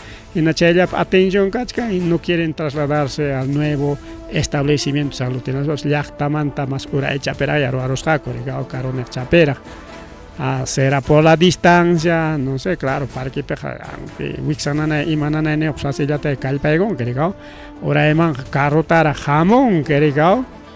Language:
Ayacucho Quechua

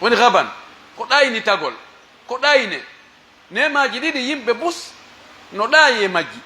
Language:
Pular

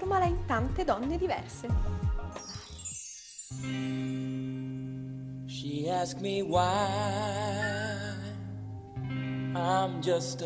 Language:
Italian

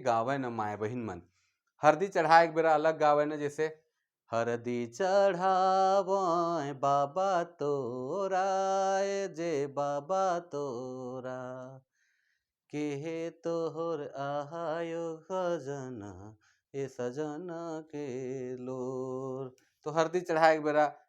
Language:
Sadri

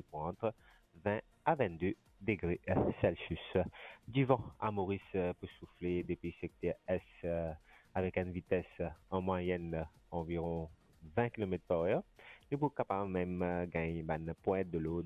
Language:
Morisyen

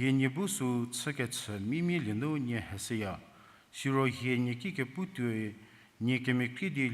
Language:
Angami Naga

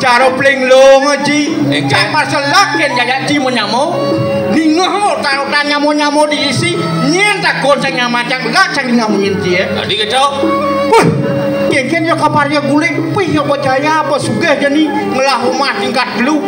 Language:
Balinese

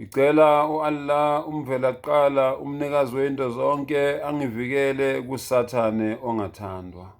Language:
Zulu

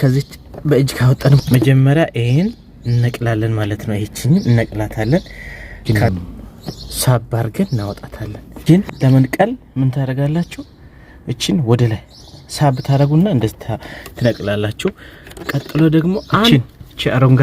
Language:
Amharic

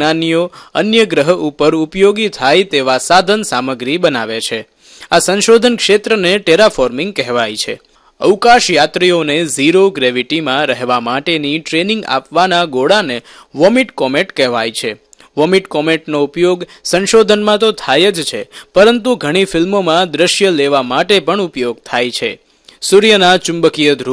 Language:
Gujarati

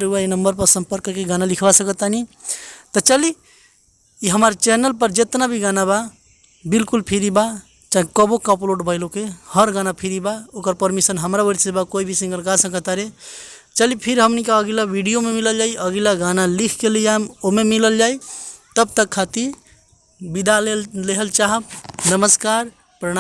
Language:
Bhojpuri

